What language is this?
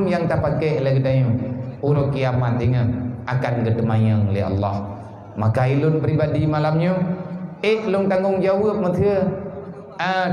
Achinese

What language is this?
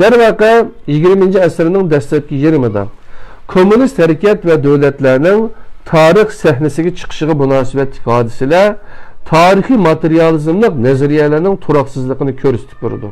Uyghur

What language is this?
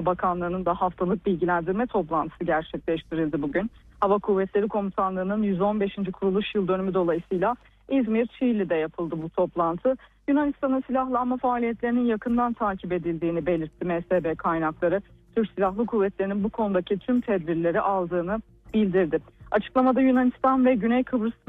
Turkish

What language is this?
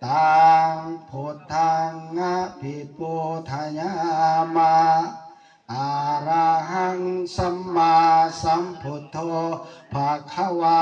Pali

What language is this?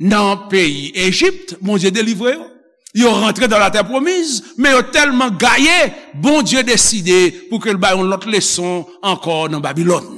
Haitian Creole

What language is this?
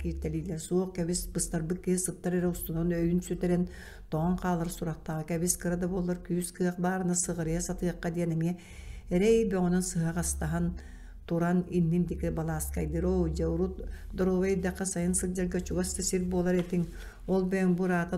Yakut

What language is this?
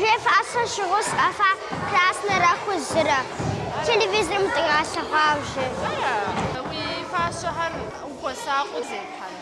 Kabardian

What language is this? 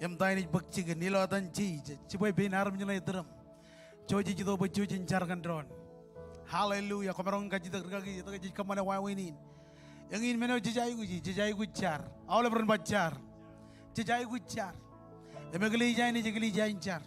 Marshallese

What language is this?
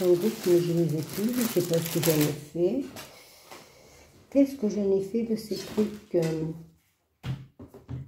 French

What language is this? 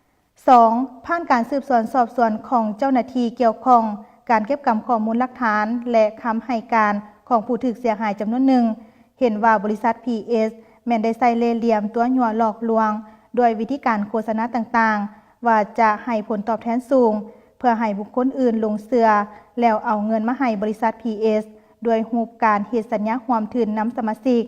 Lao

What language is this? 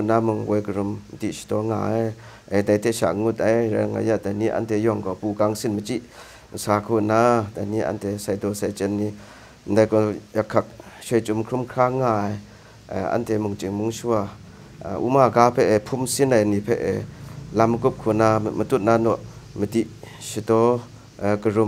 Kachin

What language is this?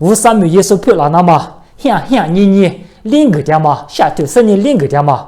Lisu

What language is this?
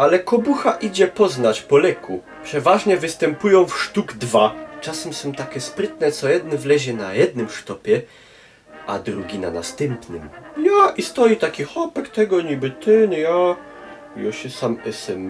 Silesian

